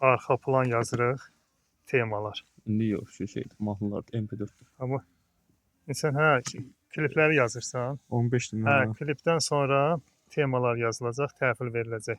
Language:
Azerbaijani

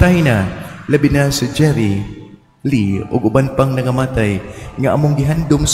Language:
Cebuano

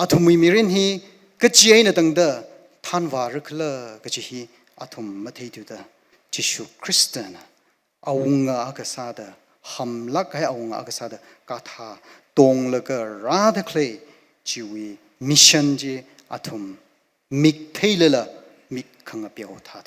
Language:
Tangkhul Naga (India)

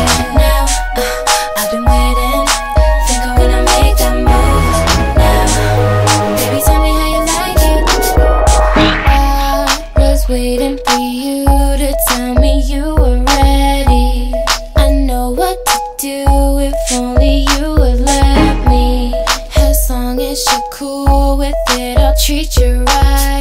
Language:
English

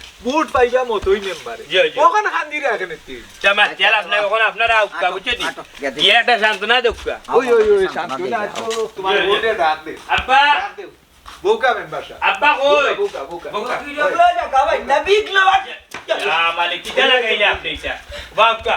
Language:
Sylheti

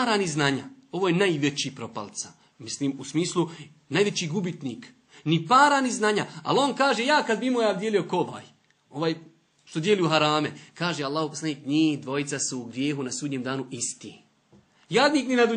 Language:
Bosnian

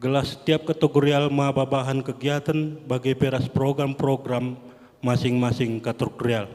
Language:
Batak Karo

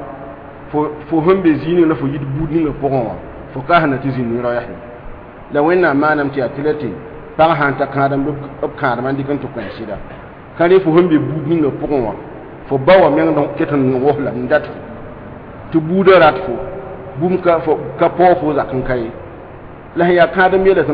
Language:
Mossi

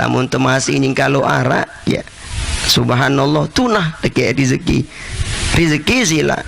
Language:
Sasak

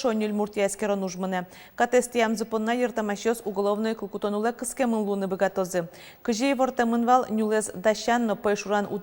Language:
Udmurt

